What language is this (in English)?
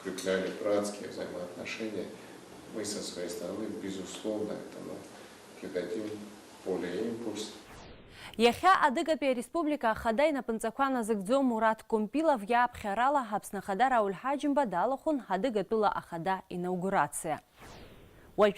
Abkhazian